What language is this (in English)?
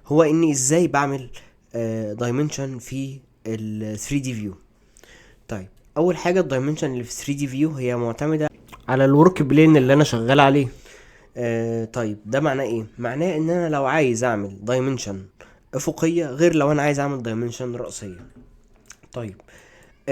Egyptian Arabic